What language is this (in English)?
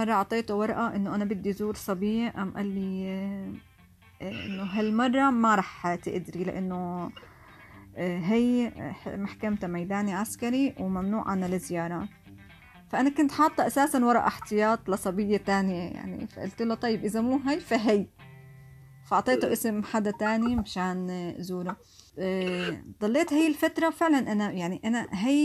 North Levantine Arabic